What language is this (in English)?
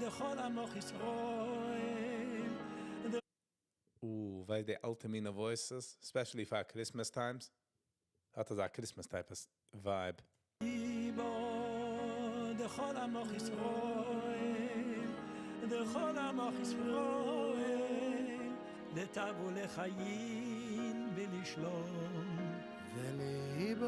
Yiddish